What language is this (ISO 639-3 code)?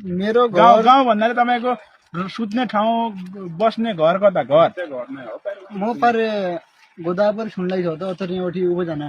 nep